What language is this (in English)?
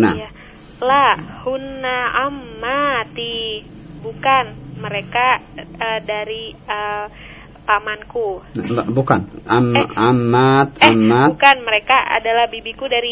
Indonesian